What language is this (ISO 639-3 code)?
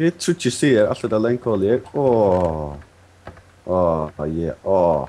fao